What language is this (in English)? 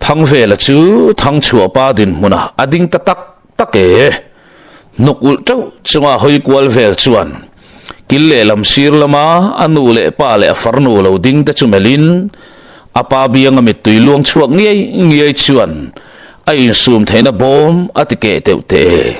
Mizo